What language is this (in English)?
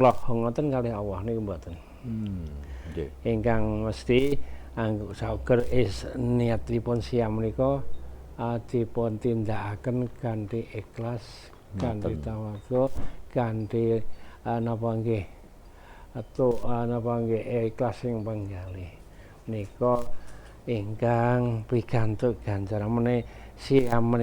Javanese